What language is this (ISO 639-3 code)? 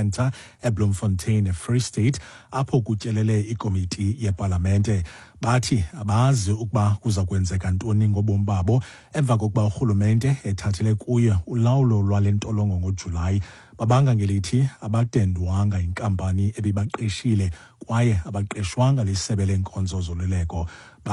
xho